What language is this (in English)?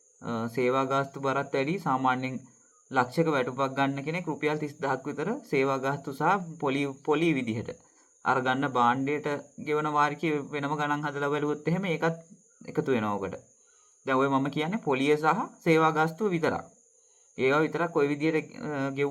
Sinhala